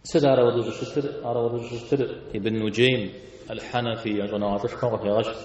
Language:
Kabardian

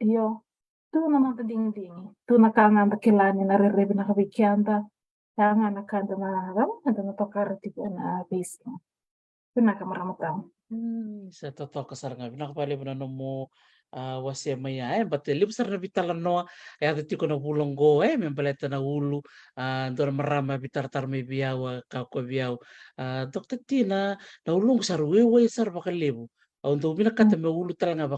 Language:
Fijian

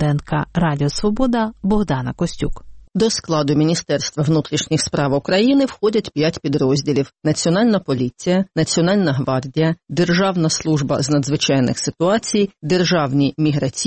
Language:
Ukrainian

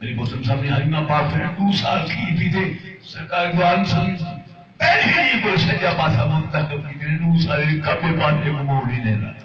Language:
Saraiki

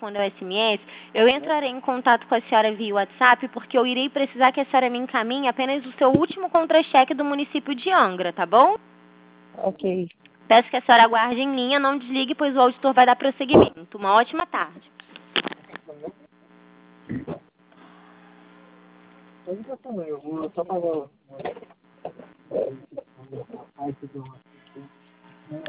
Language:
Portuguese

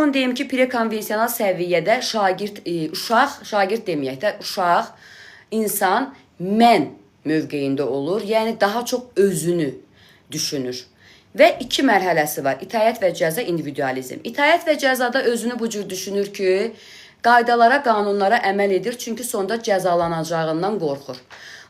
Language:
Azerbaijani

